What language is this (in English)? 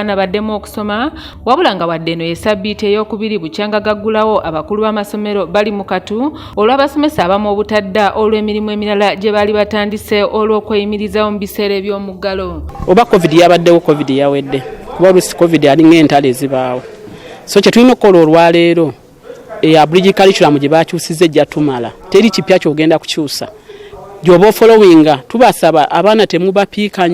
Ganda